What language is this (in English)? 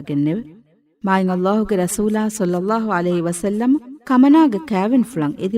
Divehi